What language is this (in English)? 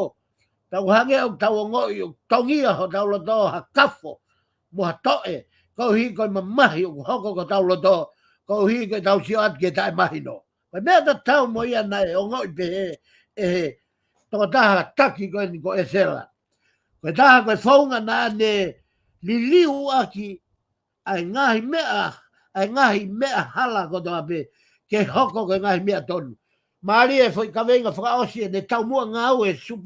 Tongan